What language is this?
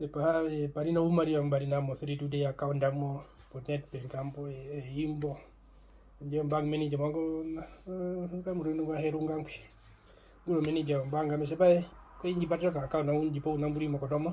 Herero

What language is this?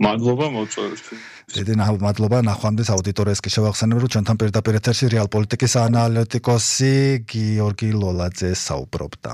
Georgian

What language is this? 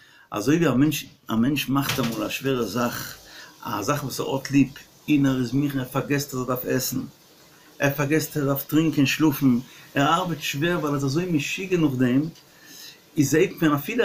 Yiddish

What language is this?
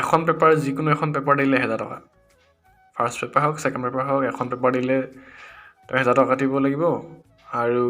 Assamese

